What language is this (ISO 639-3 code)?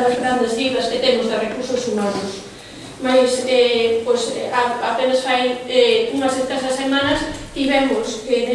glg